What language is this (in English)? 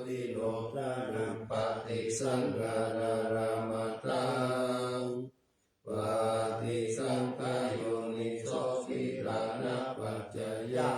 Pali